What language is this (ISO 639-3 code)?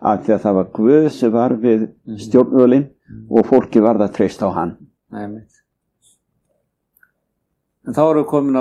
isl